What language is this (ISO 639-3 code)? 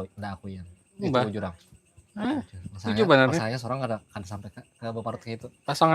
bjn